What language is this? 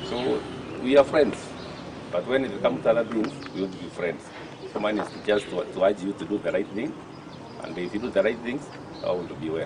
Gusii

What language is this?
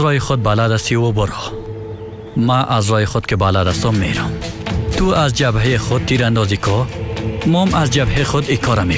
Tajik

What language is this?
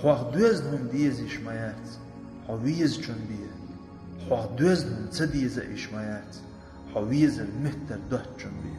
Chechen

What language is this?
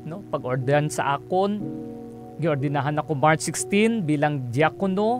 Hiligaynon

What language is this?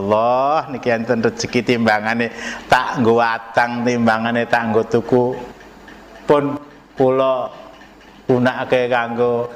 Javanese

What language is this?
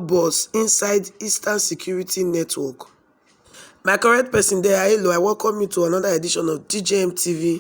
Nigerian Pidgin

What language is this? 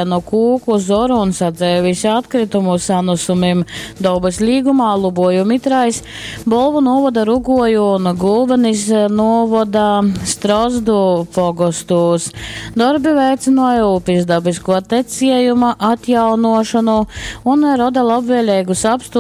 Latgalian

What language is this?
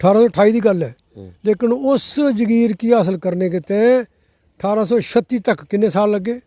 Dogri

